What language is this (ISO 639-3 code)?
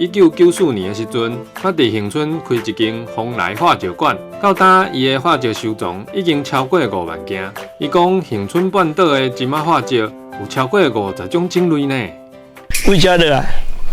nan